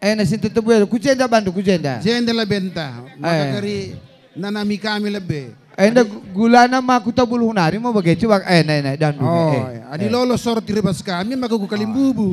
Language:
Batak Karo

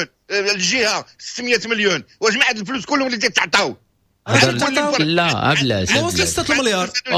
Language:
Moroccan Arabic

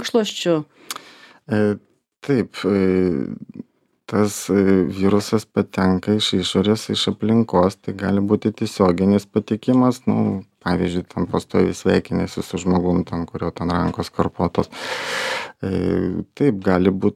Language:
Lithuanian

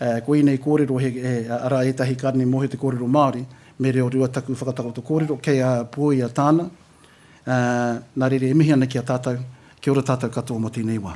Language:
Māori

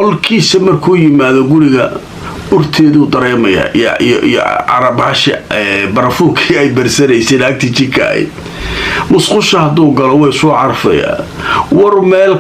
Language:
Somali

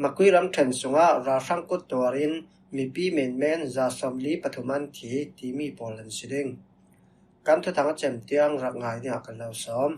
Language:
Falam Chin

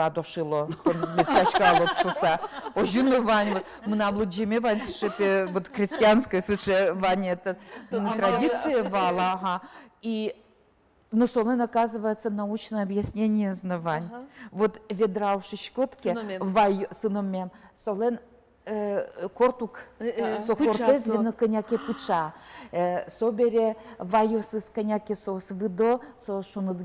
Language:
Udmurt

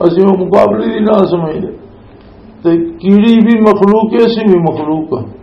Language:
Western Panjabi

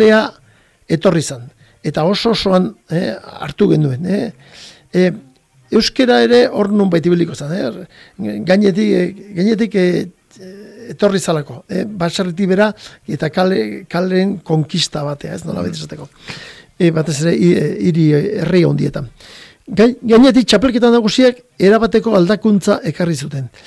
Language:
Basque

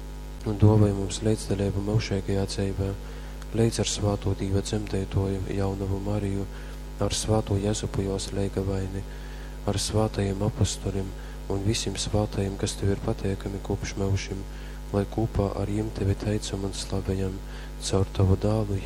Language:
Latgalian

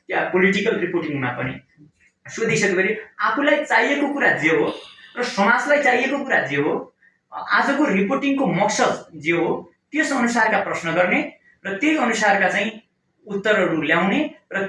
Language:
Nepali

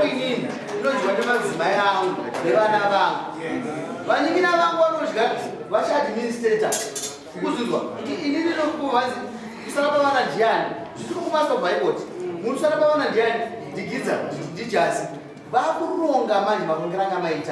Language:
Shona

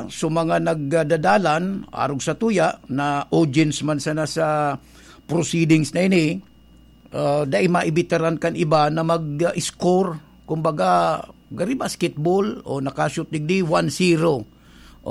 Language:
Bikol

